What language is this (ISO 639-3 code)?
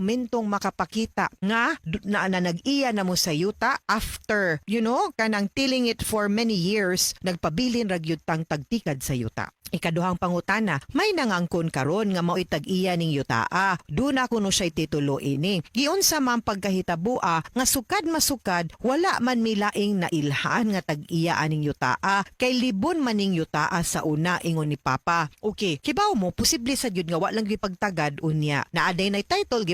ceb